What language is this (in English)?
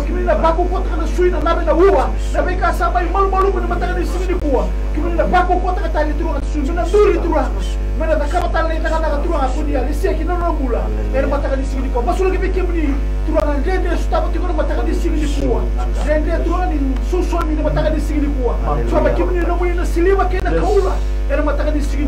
Fijian